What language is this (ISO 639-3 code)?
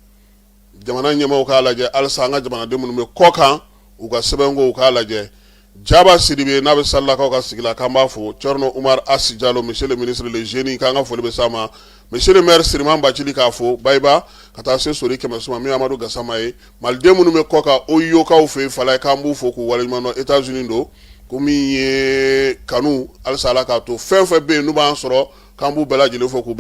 bam